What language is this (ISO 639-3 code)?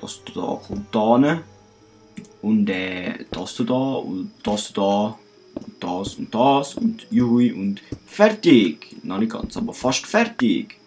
gsw